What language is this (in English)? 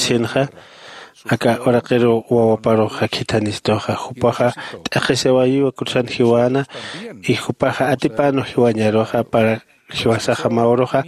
Aymara